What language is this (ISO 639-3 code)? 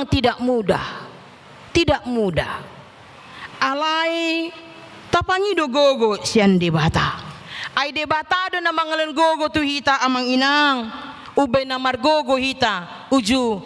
bbc